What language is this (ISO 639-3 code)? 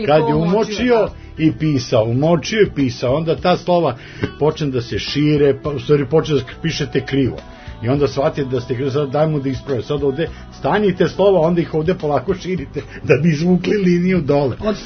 srp